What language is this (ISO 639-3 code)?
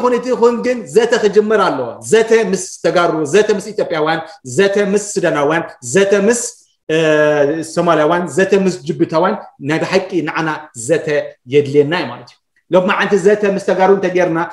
tir